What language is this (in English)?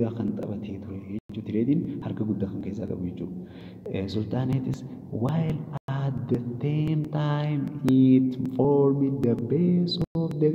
Oromo